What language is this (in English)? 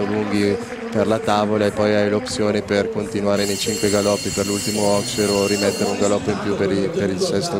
Italian